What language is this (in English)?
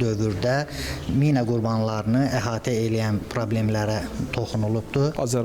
Azerbaijani